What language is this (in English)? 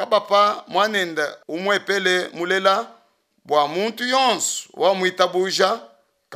Luba-Lulua